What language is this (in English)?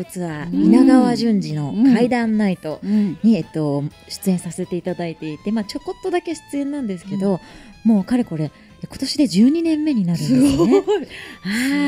Japanese